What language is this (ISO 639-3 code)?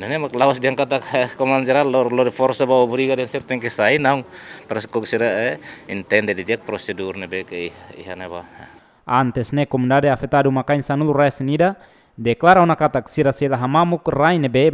tet